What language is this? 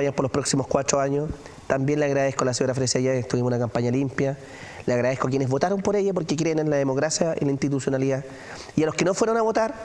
Spanish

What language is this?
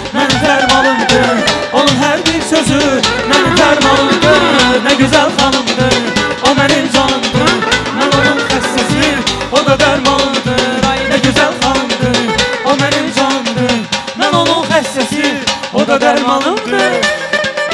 Turkish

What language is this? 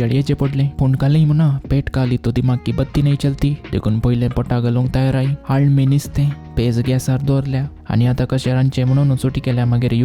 Konkani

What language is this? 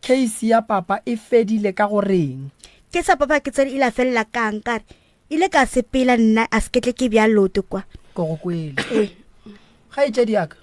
Northern Sotho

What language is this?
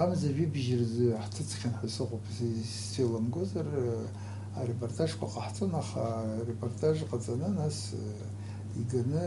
Abkhazian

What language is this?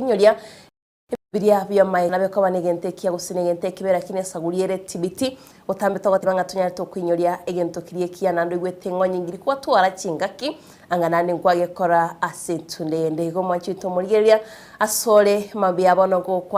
Gusii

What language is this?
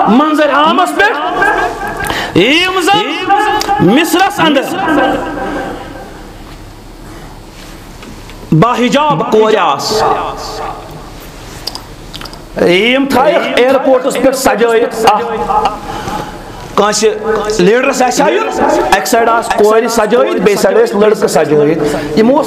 Kashmiri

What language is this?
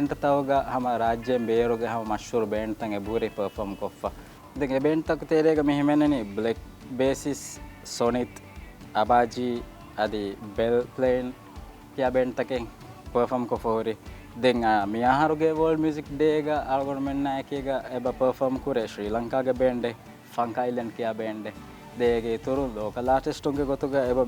Divehi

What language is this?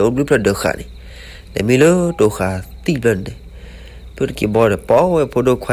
S'gaw Karen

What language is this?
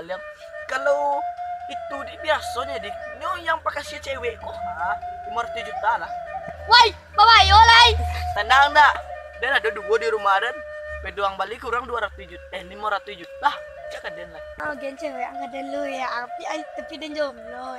Minangkabau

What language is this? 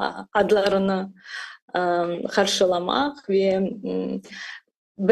Crimean Tatar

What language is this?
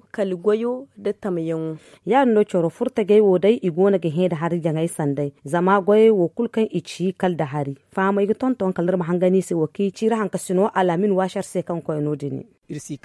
Zarma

